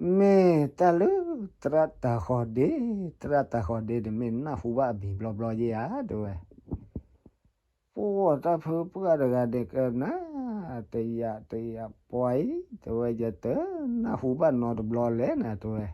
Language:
S'gaw Karen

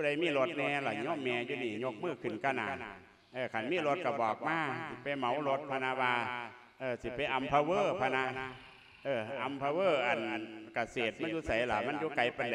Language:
Lao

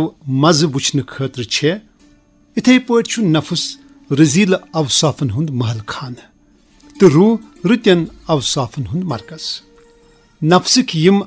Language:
Kashmiri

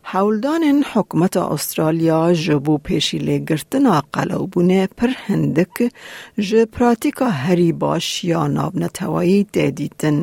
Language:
Kurdish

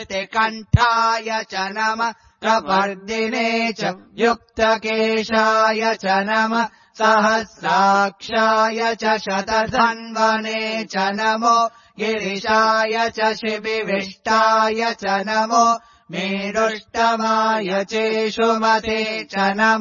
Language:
Sanskrit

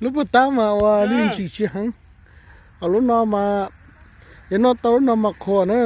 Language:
Hmong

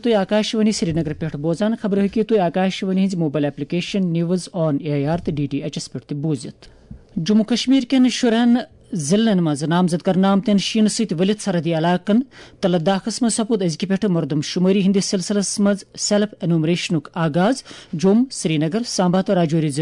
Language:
Kashmiri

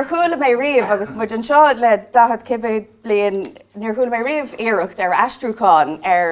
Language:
Irish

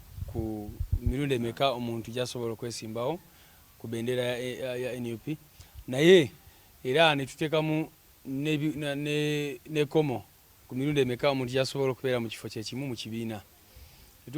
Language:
Ganda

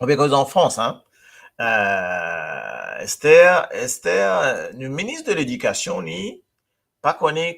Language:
Morisyen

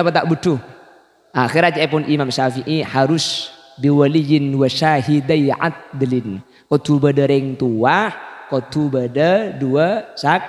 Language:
Madurese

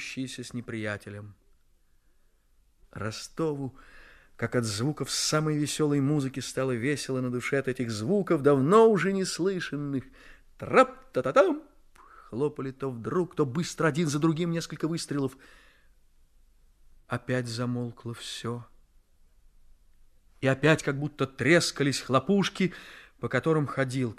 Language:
Russian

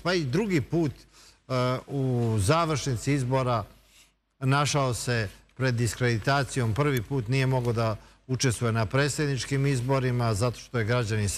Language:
Serbian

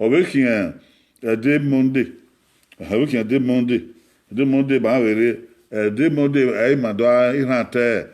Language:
Bini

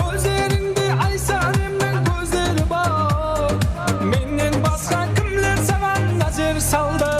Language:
Kara-Kalpak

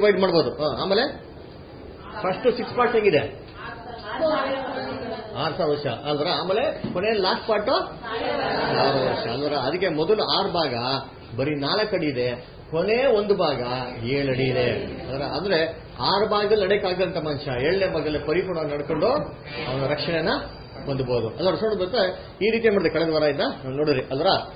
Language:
Kannada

